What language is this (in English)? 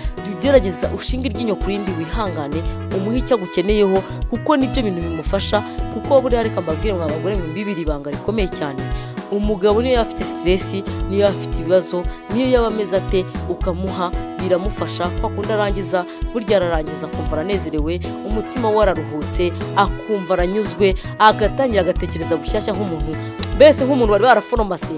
Kinyarwanda